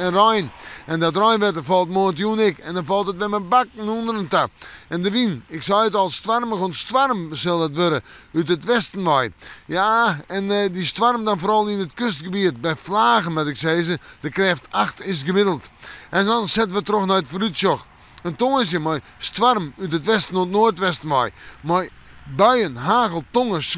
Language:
Western Frisian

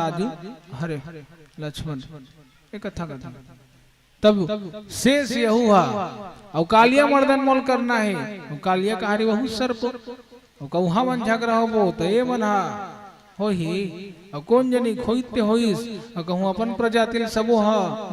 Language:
Chhattisgarhi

